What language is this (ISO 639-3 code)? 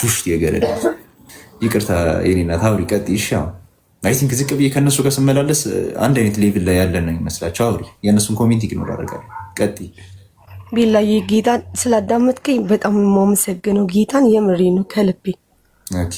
amh